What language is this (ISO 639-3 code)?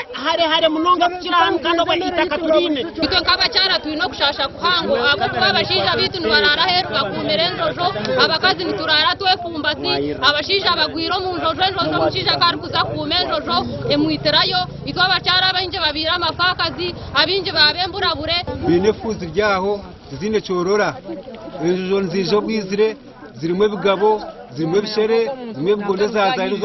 nyn